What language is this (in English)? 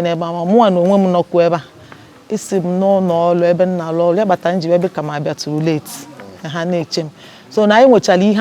Igbo